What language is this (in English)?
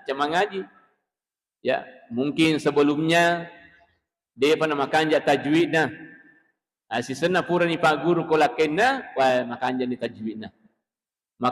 Buginese